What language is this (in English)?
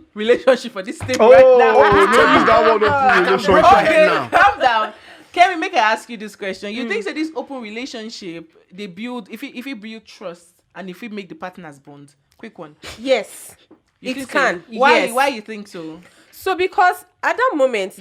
Nigerian Pidgin